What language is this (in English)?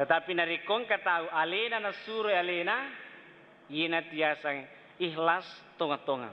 Buginese